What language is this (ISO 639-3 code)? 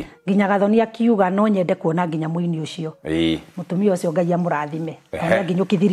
kik